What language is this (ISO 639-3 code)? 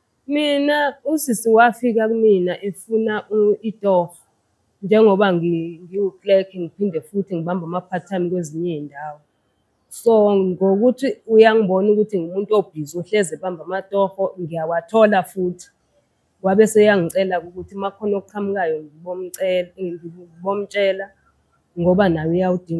zul